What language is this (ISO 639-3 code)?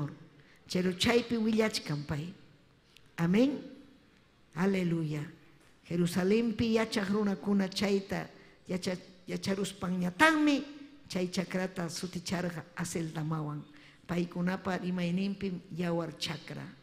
quy